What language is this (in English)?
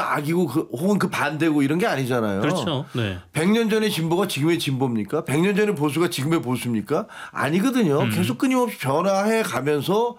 Korean